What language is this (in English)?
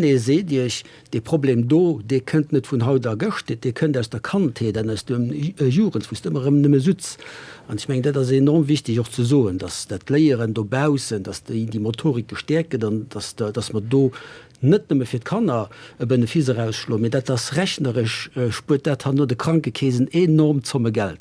Luxembourgish